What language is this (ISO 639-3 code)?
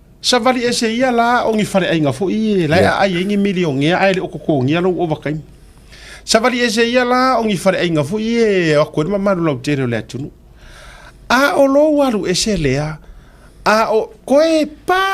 smo